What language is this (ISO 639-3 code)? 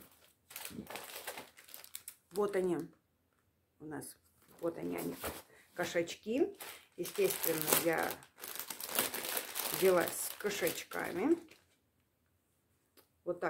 rus